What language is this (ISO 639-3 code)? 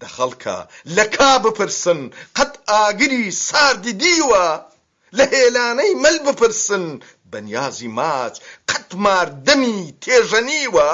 ckb